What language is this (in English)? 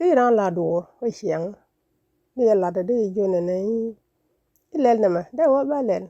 Nuer